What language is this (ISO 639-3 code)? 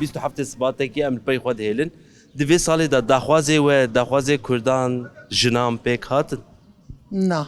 kur